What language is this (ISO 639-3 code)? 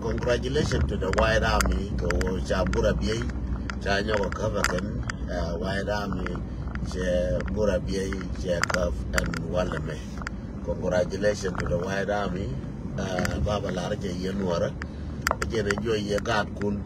nus